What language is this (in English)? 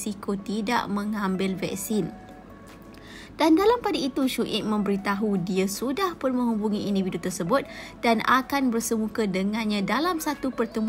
Malay